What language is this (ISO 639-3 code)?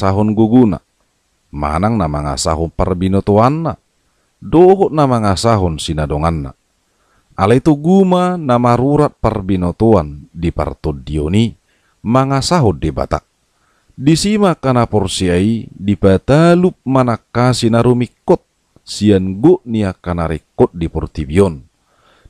bbc